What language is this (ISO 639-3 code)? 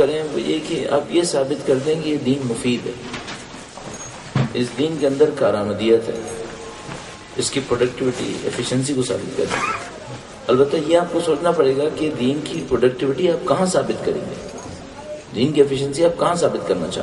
urd